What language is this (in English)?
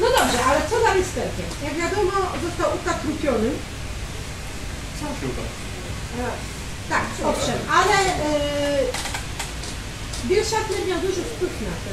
Polish